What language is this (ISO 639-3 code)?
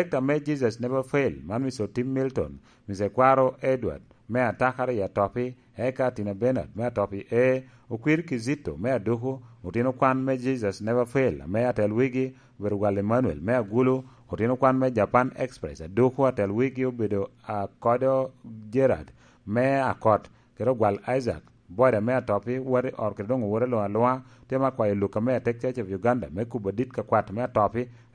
laj